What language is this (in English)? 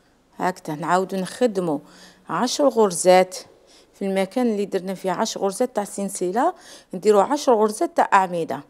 Algerian Arabic